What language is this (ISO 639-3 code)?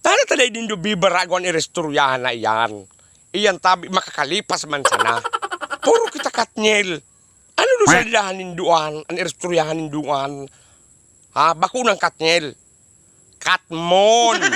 bik